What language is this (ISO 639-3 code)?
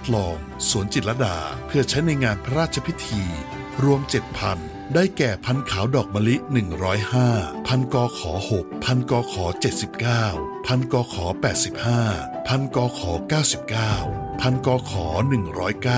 tha